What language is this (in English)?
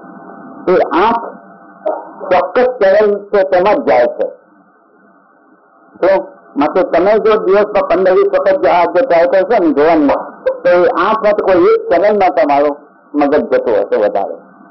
Gujarati